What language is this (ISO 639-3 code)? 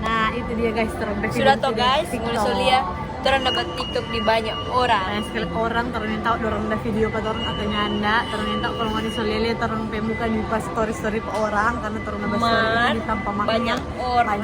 xmm